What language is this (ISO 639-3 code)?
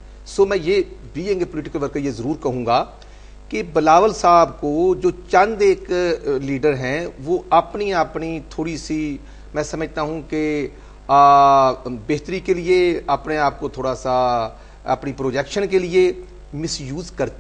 urd